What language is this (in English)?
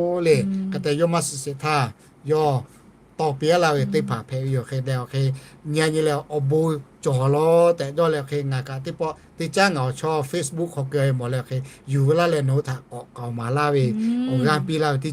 Lahu